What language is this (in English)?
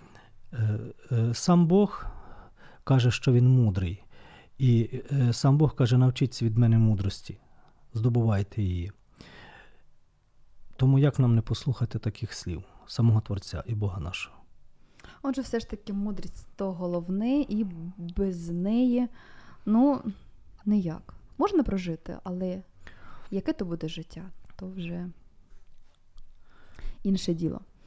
Ukrainian